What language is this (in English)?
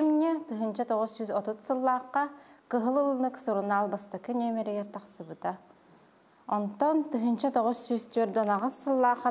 Yakut